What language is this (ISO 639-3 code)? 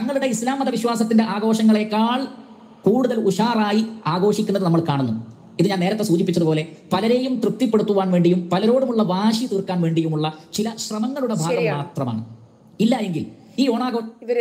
mal